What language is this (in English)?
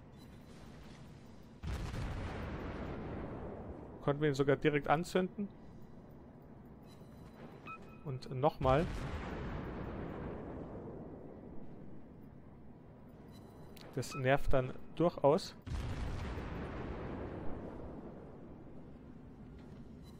German